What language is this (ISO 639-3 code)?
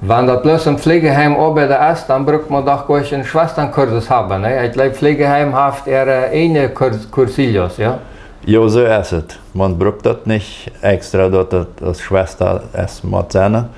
pdt